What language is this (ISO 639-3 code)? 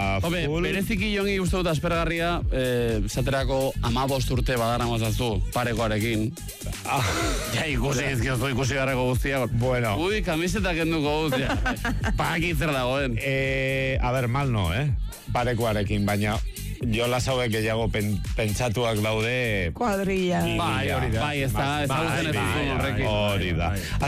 eus